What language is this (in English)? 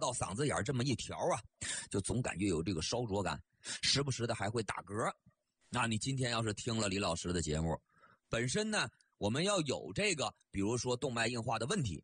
Chinese